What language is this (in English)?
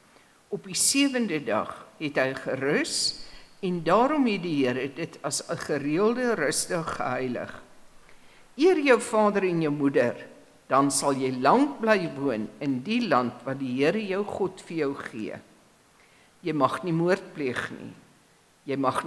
Afrikaans